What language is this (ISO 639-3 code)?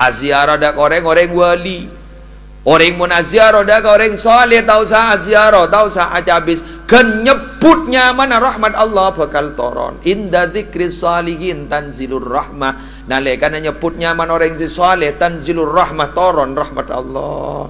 mad